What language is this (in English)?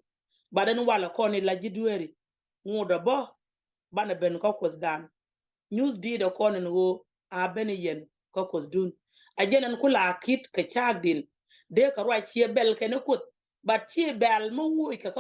Nuer